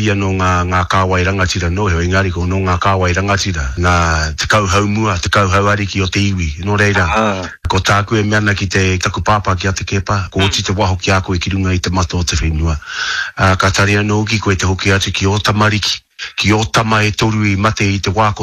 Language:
Māori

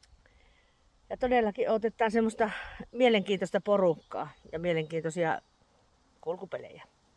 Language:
Finnish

